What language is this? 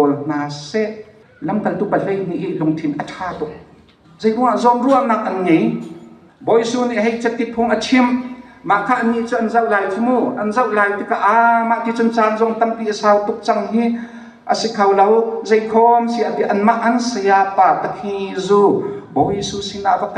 Hakha Chin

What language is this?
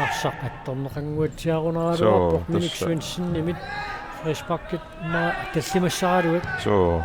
Kalaallisut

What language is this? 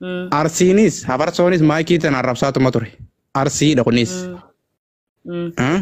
Oromo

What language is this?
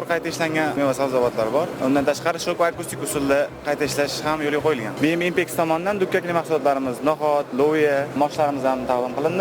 Uzbek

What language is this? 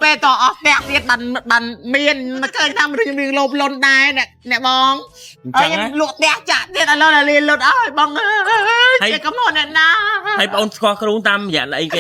Khmer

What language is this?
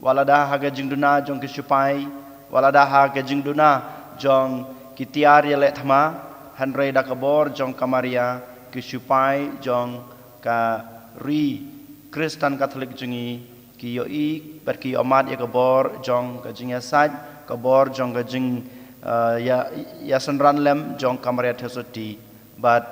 Khasi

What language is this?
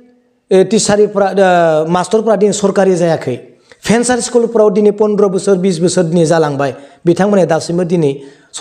Bodo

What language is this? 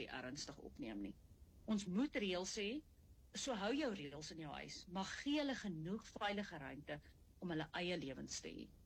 Afrikaans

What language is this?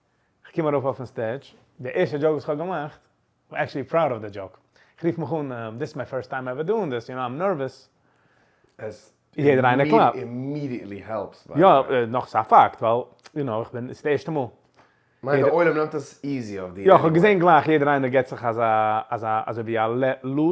Yiddish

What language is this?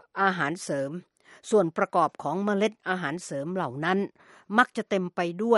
Thai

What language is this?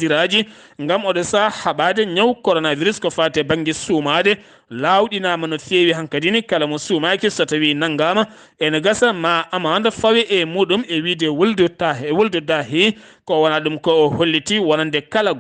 Fula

